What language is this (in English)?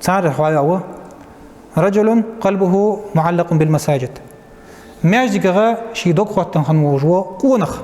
Ingush